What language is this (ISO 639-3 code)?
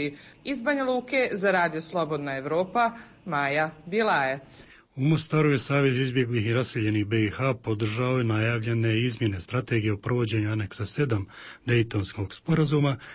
bos